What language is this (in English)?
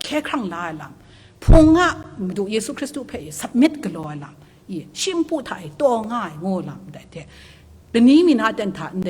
Kachin